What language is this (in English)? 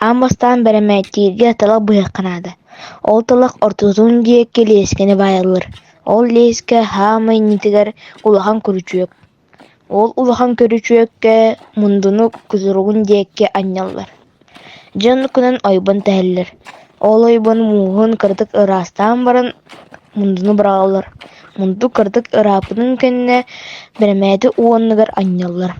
Yakut